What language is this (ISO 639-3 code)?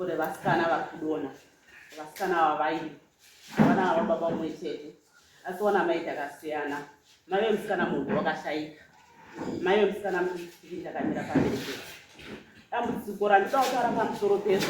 sna